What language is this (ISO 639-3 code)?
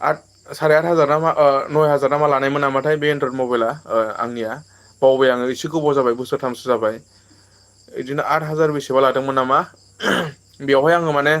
brx